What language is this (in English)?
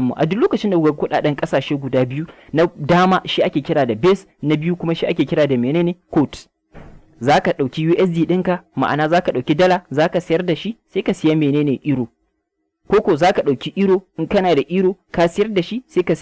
Hausa